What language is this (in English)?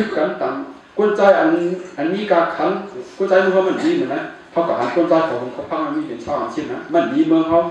Shan